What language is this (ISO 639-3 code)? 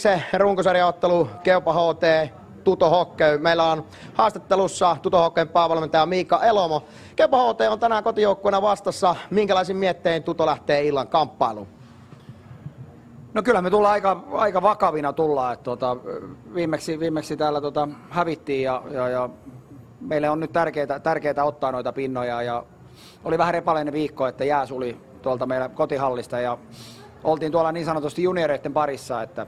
fin